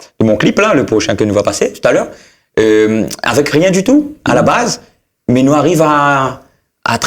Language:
Réunion Creole French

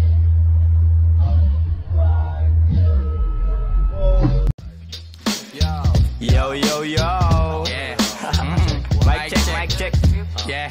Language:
Filipino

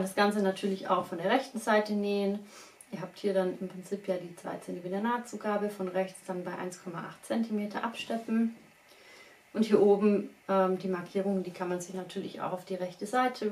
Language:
German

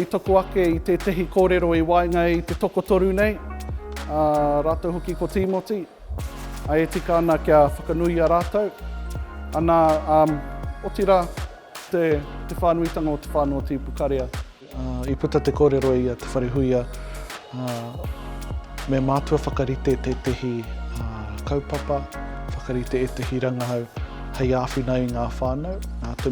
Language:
Māori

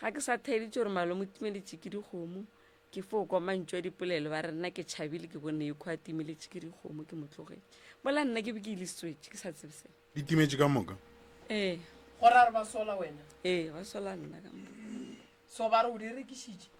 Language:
Northern Sotho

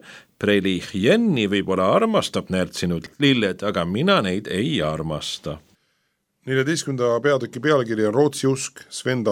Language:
Estonian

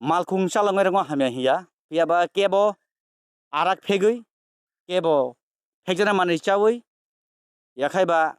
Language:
Kok Borok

